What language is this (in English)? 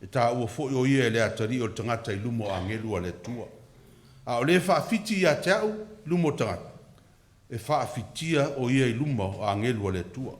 Samoan